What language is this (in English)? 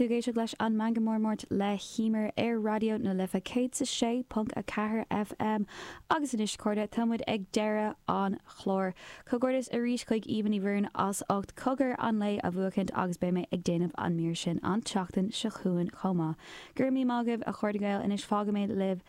Irish